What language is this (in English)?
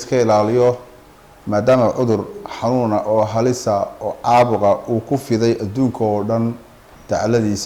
Somali